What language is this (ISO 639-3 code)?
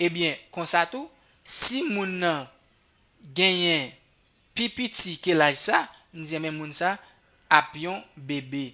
hat